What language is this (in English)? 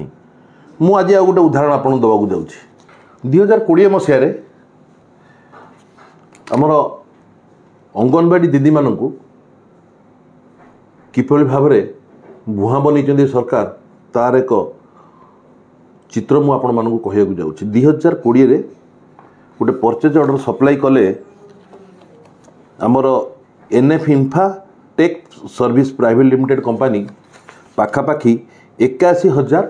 Odia